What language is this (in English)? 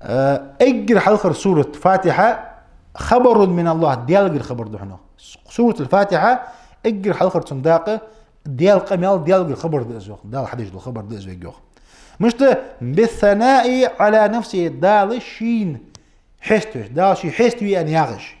Ingush